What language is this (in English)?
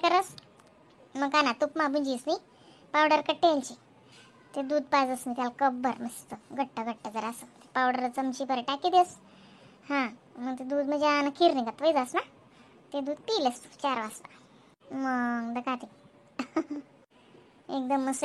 Khandesi